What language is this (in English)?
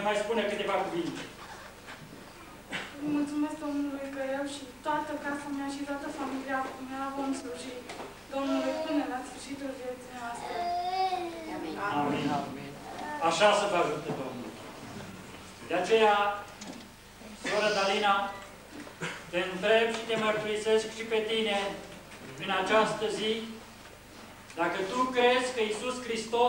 Romanian